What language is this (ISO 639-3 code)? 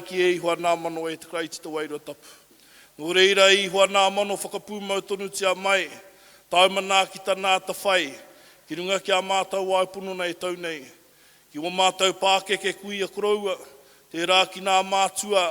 mri